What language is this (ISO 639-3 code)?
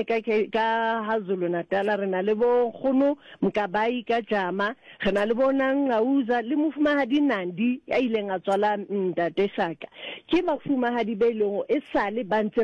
sot